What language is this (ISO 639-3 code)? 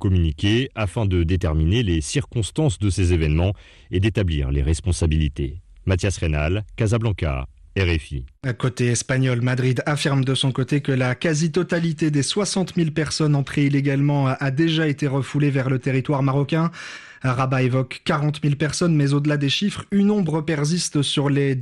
fra